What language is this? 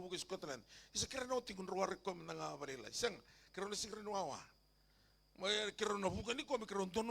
Fijian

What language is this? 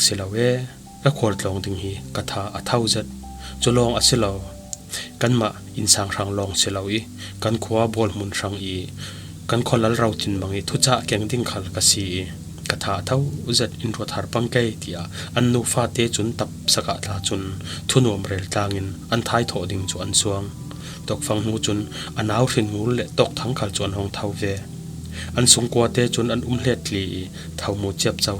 Falam Chin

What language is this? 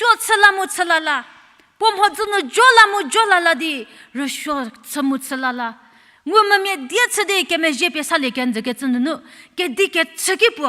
Angami Naga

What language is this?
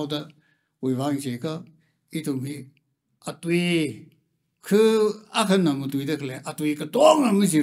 Tangkhul Naga (India)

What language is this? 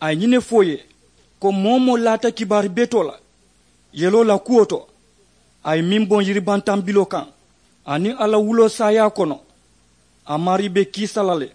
Mandingo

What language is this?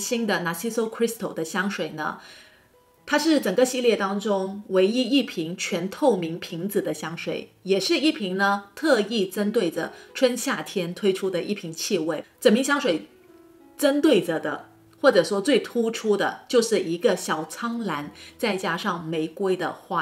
Chinese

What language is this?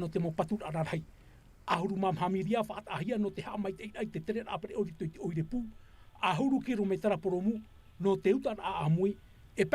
Tahitian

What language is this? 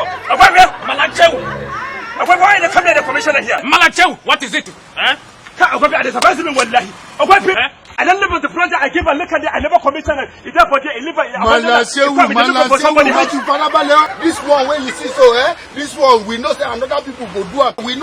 Nigerian Pidgin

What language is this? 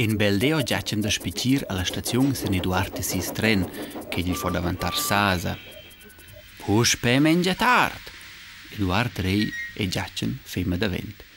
Romansh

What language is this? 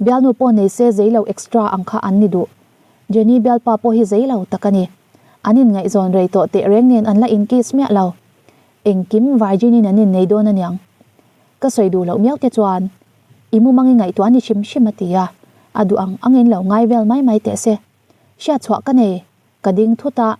Mizo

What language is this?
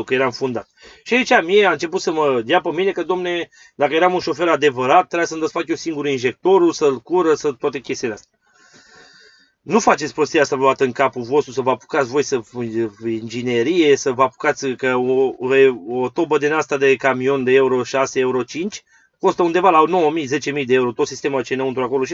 Romanian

